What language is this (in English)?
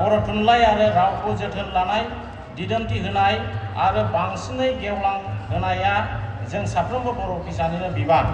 Bodo